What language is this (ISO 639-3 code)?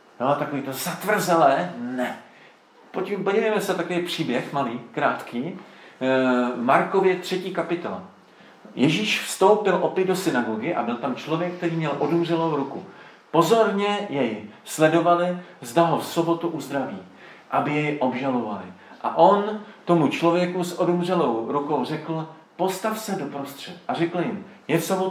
ces